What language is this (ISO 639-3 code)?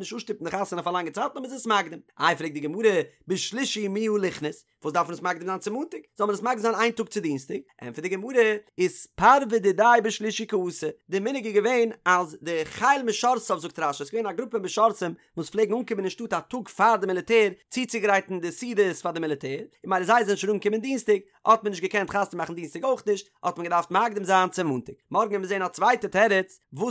yid